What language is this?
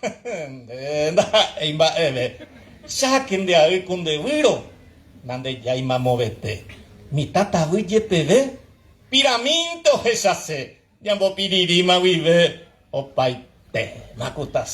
Guarani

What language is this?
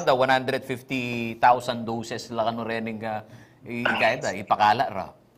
Pampanga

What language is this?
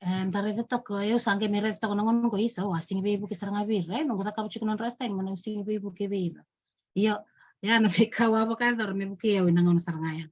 Fijian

